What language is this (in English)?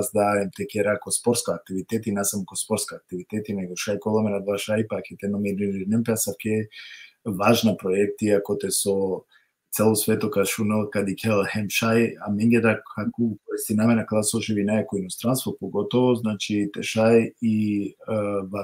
Balkan Romani